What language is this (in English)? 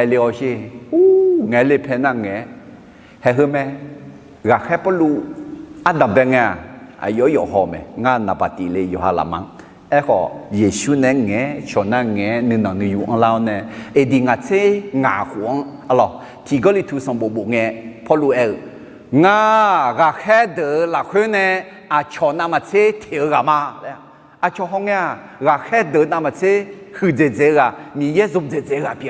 Akha